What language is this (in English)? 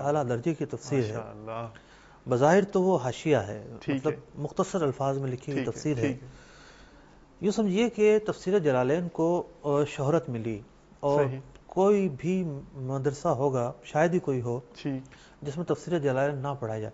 Urdu